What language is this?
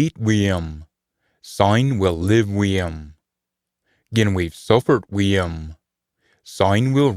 Scots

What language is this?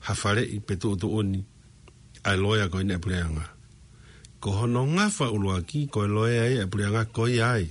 Tongan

